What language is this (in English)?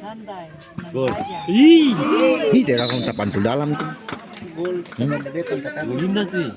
Ambonese Malay